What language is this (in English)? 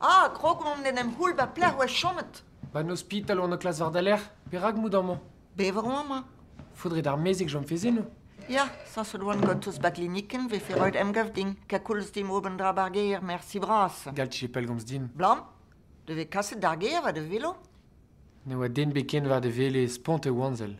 Breton